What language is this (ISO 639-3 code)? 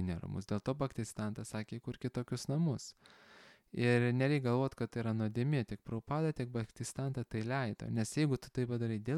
lit